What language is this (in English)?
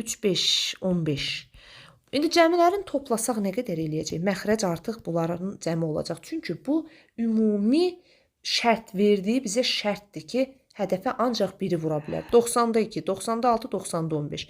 Azerbaijani